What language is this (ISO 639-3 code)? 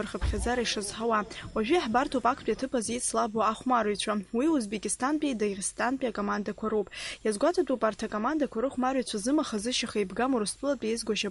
abk